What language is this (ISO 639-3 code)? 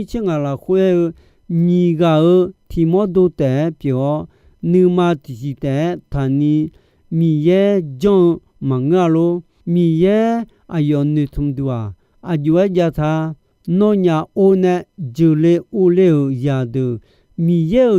ahk